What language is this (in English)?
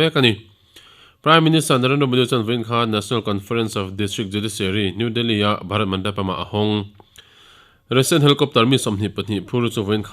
Mizo